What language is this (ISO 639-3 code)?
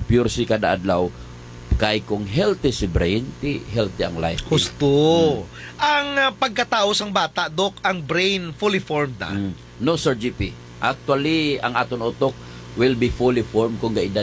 hil